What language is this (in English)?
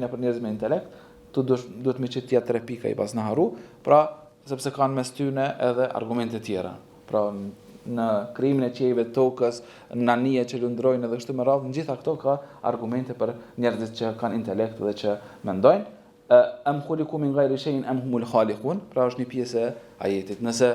Albanian